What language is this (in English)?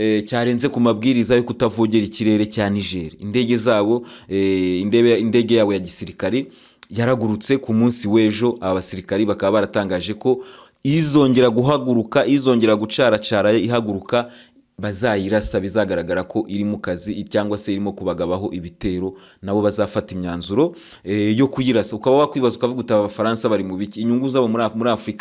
Kinyarwanda